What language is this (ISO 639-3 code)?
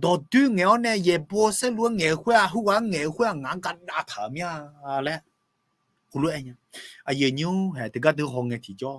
ahk